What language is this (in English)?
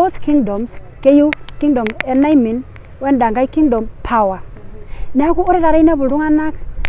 Masai